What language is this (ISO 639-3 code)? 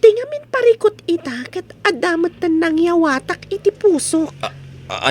ilo